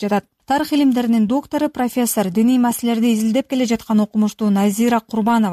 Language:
Kyrgyz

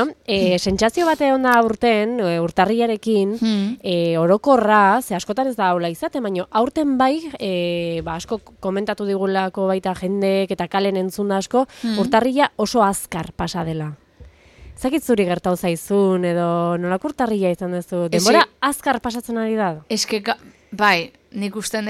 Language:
Basque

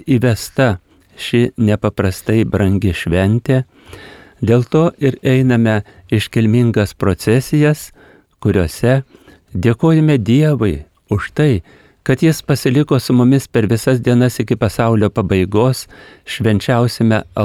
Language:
Lithuanian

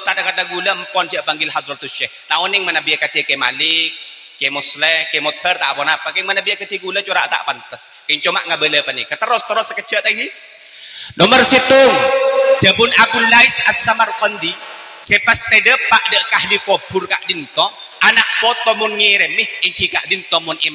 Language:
Madurese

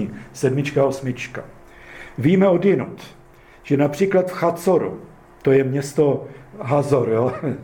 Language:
Czech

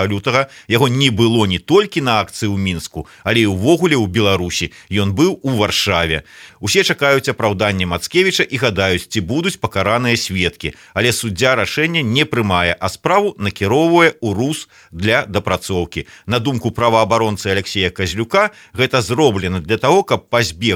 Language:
Belarusian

